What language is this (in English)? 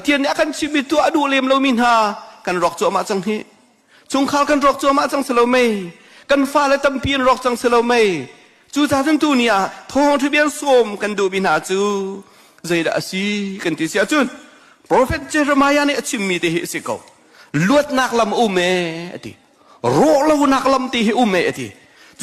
Hakha Chin